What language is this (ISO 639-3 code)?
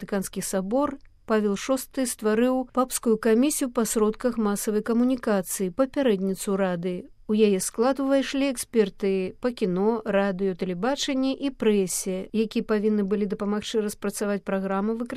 bel